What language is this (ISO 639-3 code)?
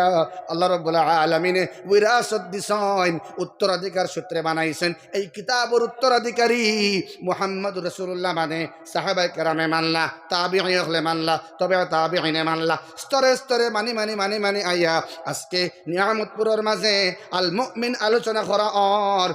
syl